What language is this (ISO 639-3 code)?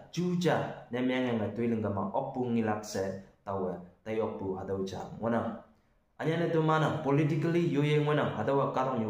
nbe